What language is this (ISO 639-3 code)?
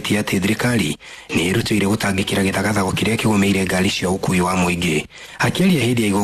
kik